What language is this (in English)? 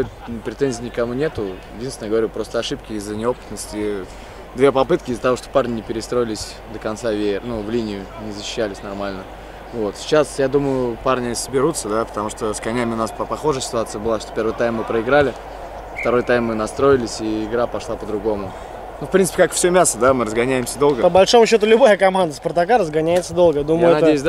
Russian